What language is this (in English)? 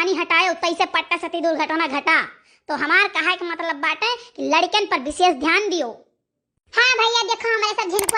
Awadhi